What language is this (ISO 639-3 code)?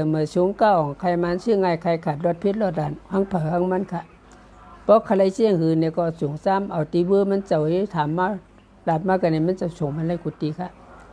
shn